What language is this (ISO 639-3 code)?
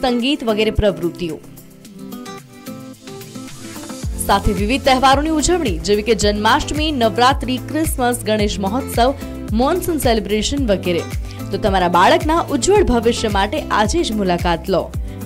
guj